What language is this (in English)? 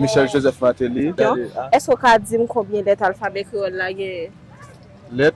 Haitian Creole